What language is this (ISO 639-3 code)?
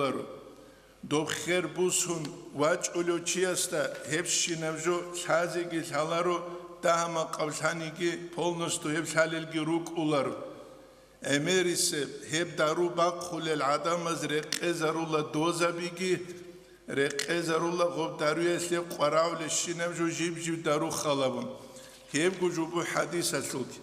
ava